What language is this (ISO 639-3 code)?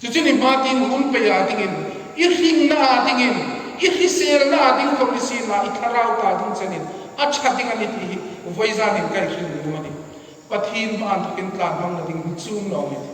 hmr